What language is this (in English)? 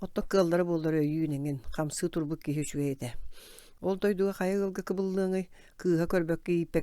Yakut